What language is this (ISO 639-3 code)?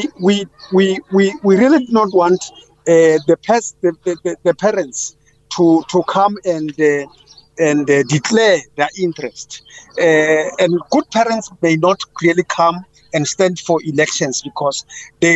eng